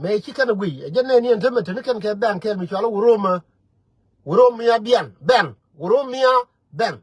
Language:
Nuer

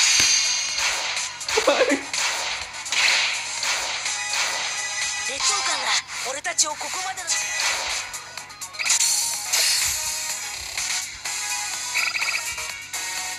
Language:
Japanese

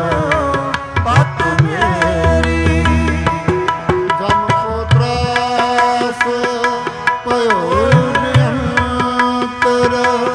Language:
Punjabi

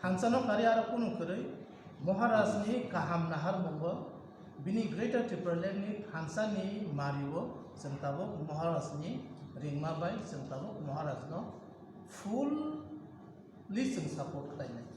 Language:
Kok Borok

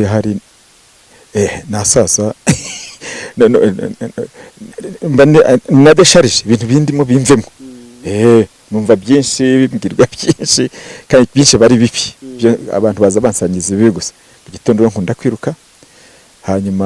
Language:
Kinyarwanda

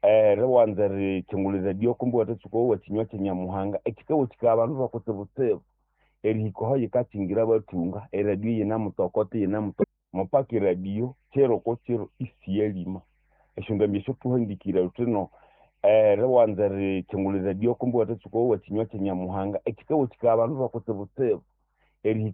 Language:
Nande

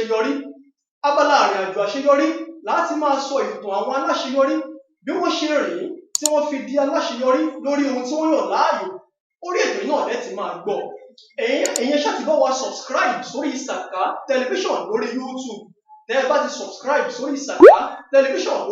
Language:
Yoruba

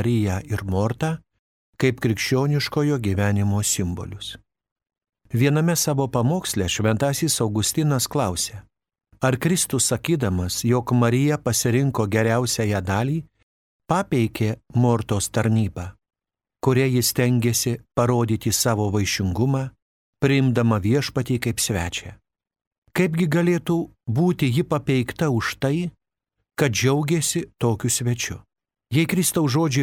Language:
Lithuanian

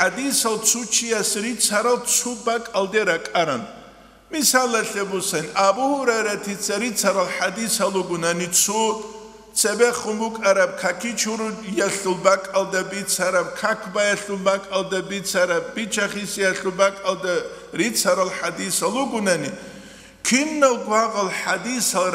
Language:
Avaric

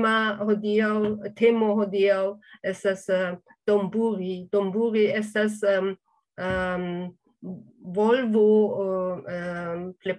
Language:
Esperanto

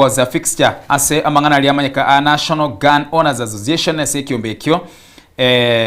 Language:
Gusii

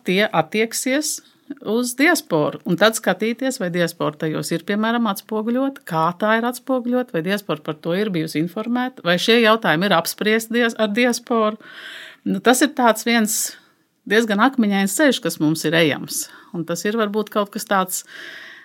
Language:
Latvian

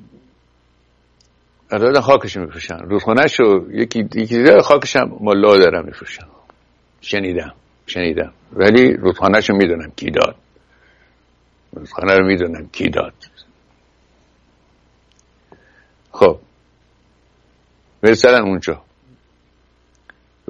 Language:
Persian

